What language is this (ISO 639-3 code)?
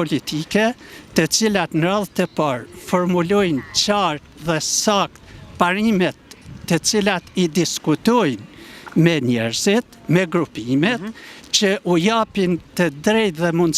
sqi